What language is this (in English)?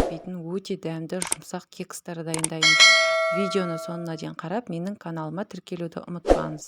Kazakh